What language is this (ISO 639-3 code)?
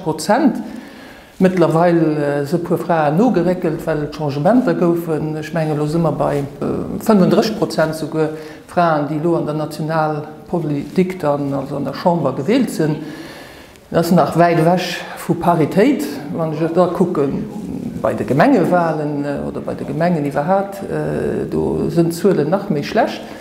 ltz